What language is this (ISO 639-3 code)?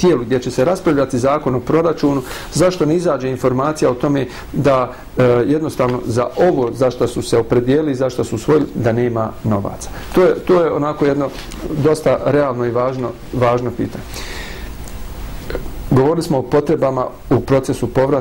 bos